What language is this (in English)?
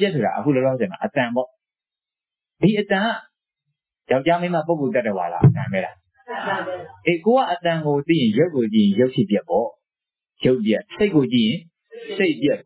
Burmese